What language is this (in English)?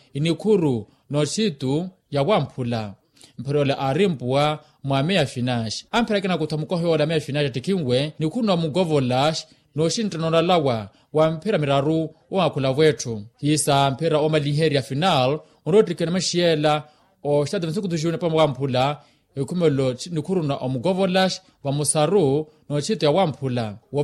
Makhuwa